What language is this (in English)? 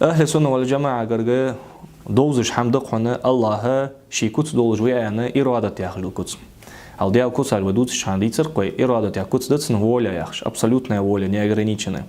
Ingush